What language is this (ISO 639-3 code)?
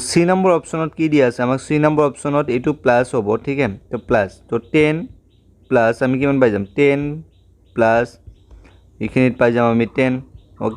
asm